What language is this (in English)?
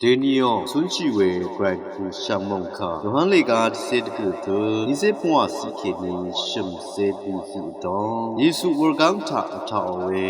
Rawang